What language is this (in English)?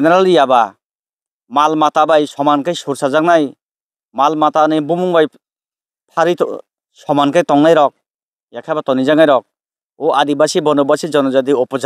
Kok Borok